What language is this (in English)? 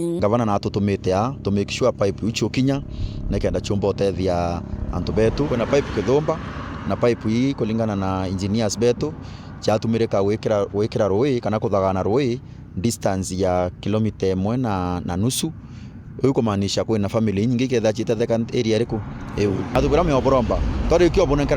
Meru